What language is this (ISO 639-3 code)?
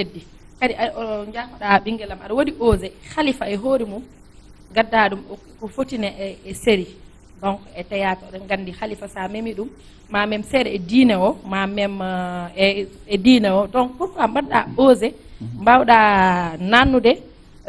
ful